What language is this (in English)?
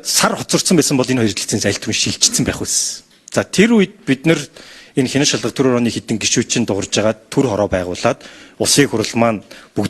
Mongolian